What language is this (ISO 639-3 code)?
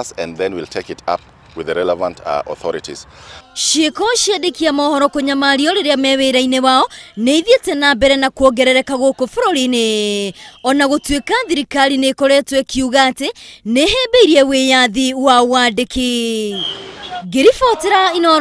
kik